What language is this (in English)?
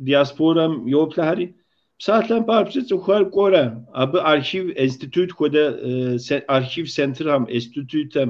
Kabardian